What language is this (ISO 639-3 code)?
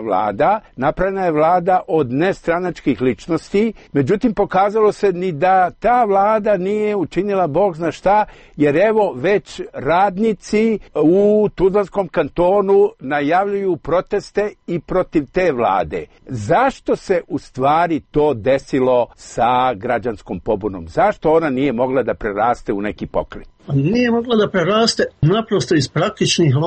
srp